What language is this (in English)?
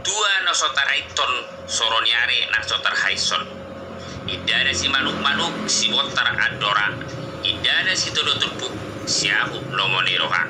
Batak Toba